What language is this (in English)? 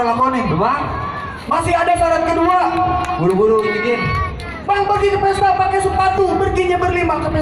Betawi